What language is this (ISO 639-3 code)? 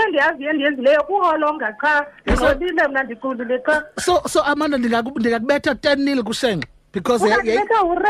xho